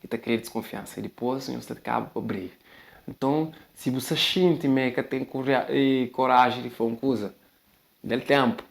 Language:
Kabuverdianu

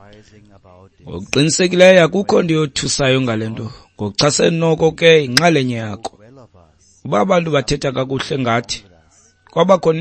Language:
Xhosa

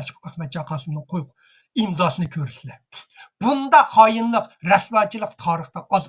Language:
Uyghur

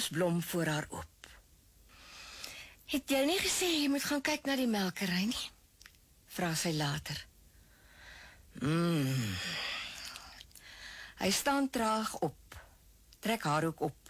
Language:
Afrikaans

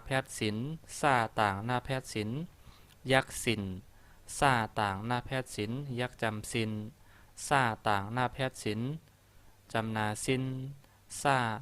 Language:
Shan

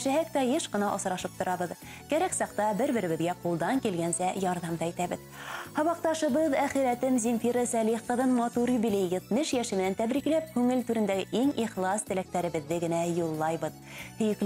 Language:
Bashkir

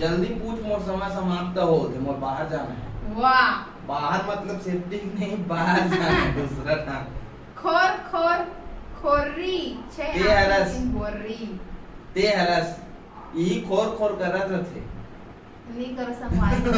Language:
Chhattisgarhi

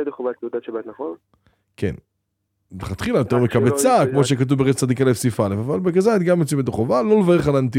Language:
Hebrew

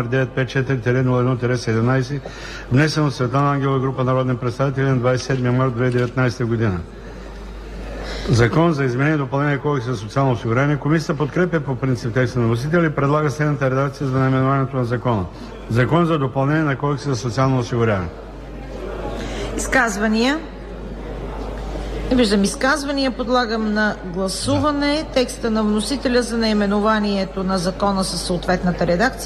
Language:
Bulgarian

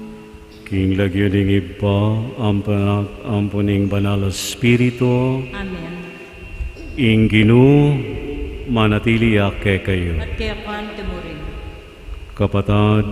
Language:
Pampanga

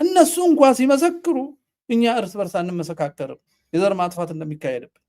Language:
Amharic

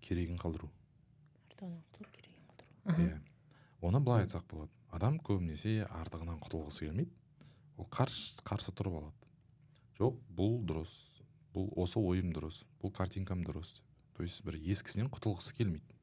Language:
Kazakh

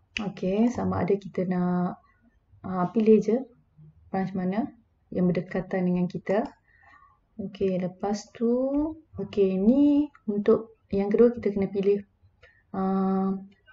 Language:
Malay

